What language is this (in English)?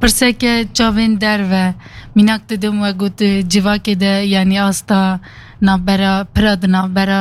Kurdish